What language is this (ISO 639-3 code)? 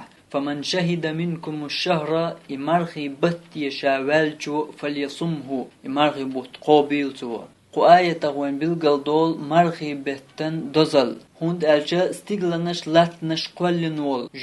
che